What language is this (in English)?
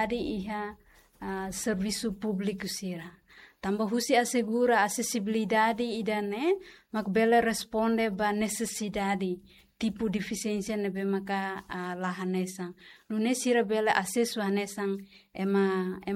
Tetum